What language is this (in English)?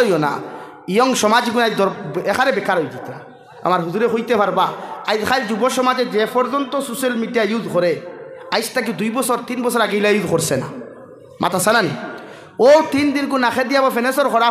Sylheti